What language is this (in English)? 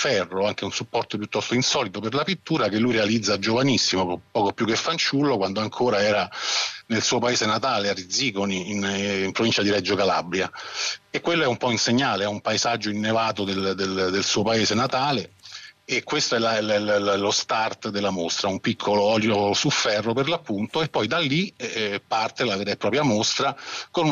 Italian